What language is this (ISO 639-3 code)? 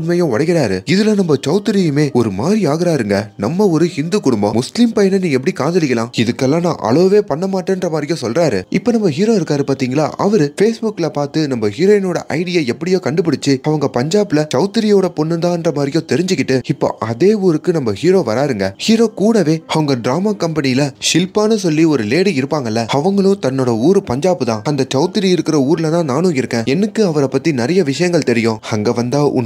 tam